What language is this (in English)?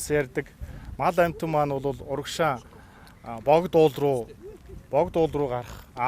Mongolian